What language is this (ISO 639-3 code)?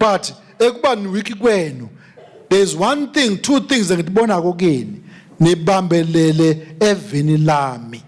ssw